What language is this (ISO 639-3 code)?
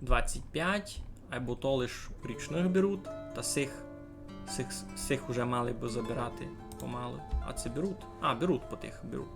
rue